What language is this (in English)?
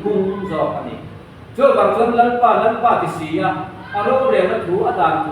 Mizo